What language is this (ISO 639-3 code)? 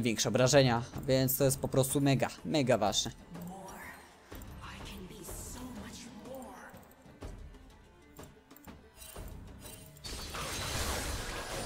pol